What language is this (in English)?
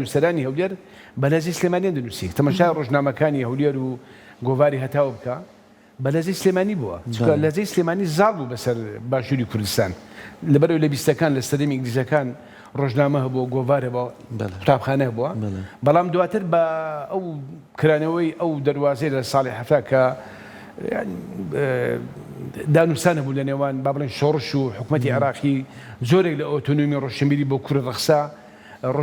Central Kurdish